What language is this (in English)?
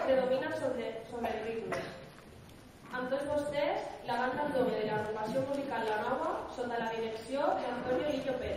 Catalan